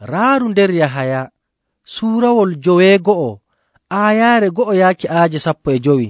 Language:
Nigerian Fulfulde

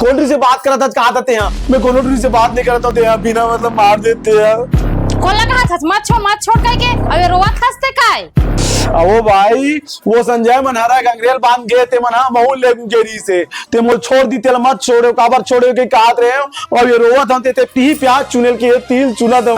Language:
Chhattisgarhi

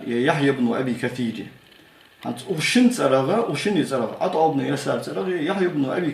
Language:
Ingush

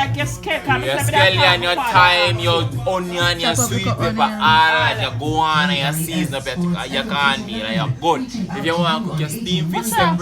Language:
Jamaican Creole English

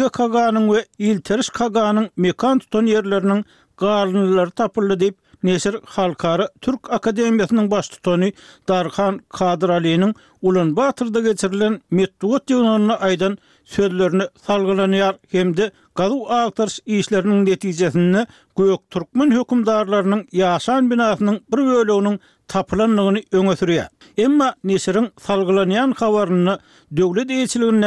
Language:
Turkmen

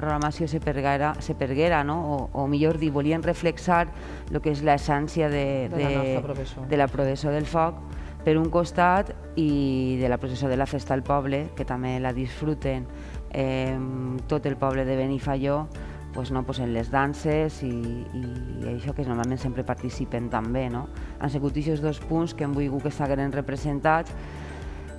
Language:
Catalan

